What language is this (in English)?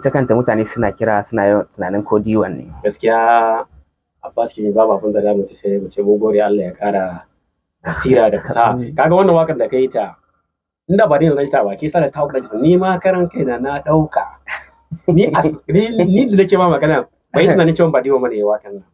Hausa